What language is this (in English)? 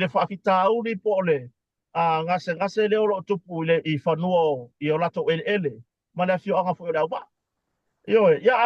Samoan